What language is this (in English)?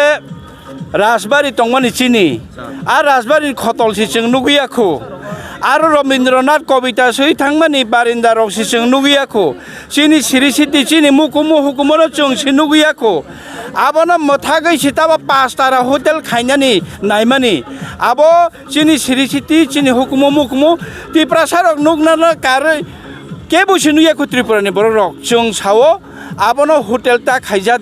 Kok Borok